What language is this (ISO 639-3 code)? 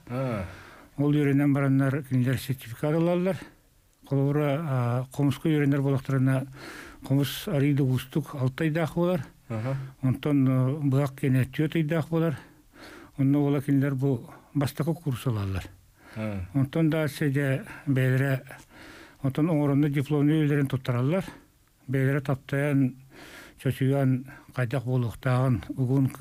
sah